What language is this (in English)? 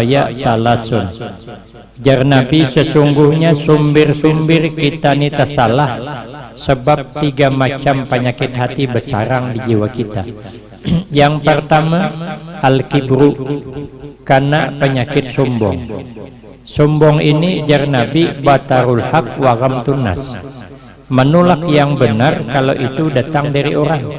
Banjar